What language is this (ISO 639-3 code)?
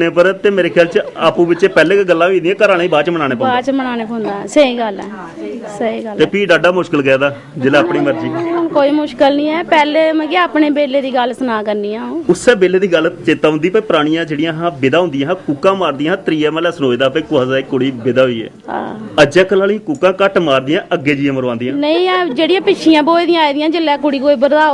doi